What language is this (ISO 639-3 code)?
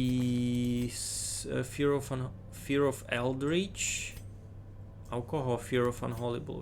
rue